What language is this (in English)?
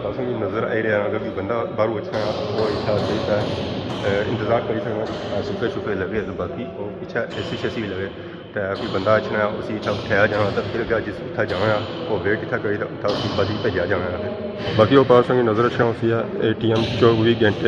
Pahari-Potwari